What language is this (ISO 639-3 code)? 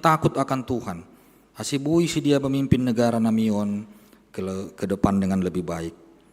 bts